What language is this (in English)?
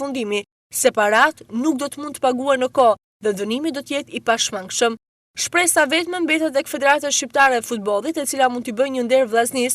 Albanian